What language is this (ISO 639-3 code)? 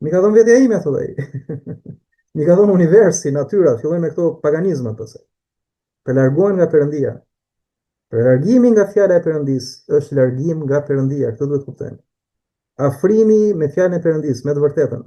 sqi